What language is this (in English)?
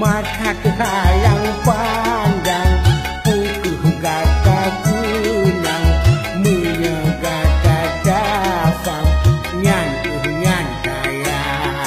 Achinese